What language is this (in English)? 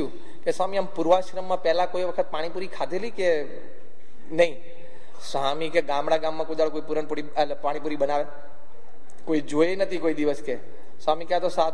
Gujarati